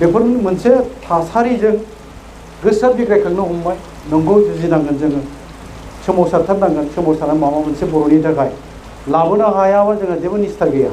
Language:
Bodo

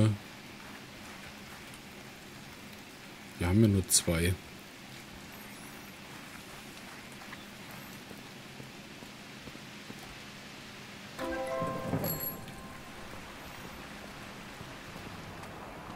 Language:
German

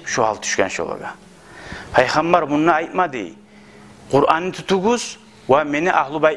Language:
Kumyk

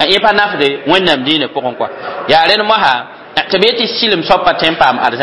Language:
Mossi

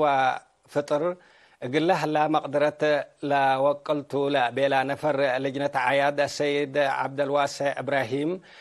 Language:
Tigre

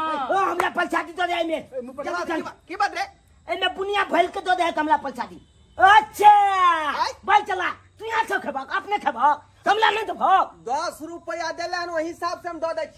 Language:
Maithili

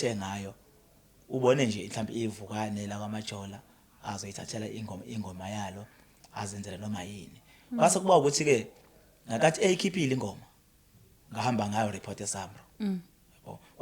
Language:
Zulu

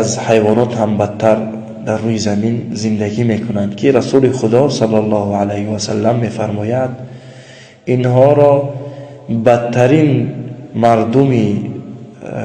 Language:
Tajik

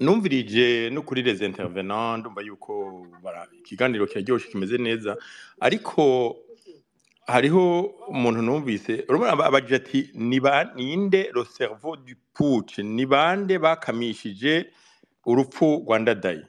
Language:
Rundi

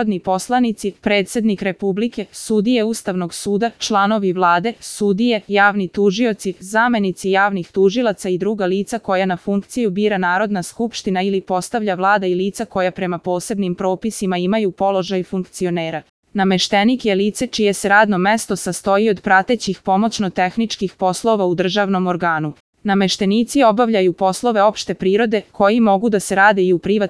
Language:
Serbian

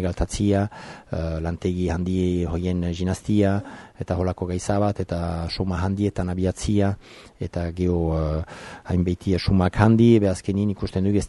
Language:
Basque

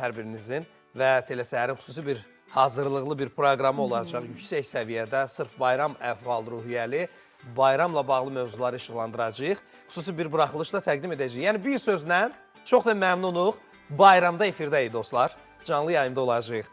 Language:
Azerbaijani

